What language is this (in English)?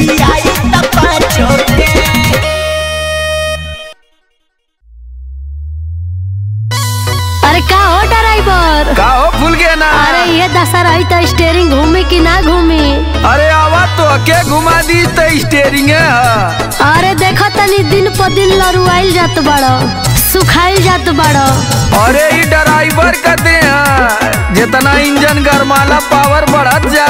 Bhojpuri